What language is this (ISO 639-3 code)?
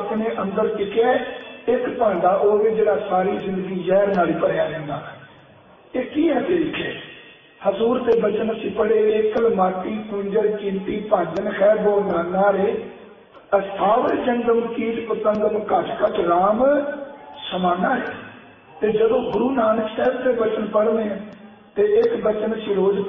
pan